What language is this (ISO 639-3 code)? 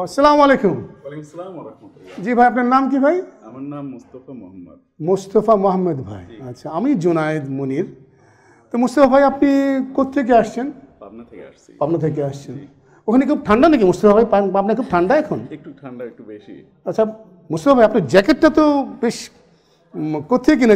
ben